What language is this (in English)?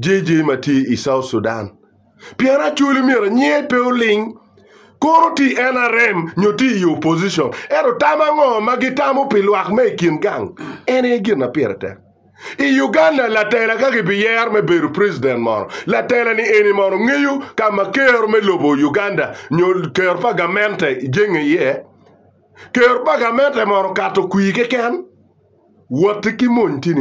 Acoli